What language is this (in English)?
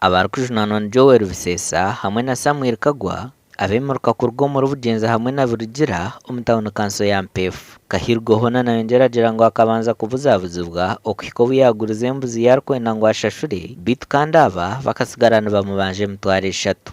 Nyankole